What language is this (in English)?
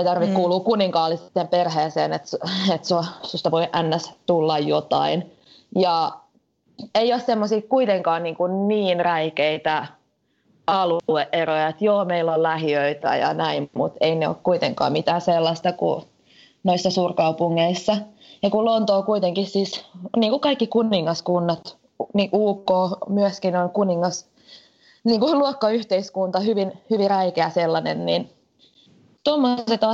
Finnish